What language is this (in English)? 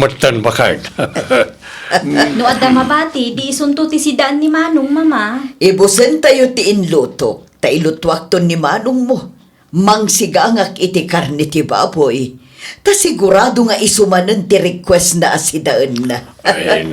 Iloko